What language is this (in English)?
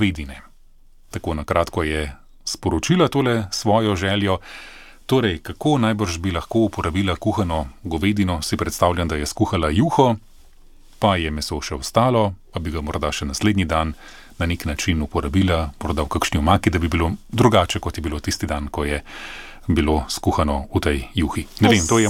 Slovenian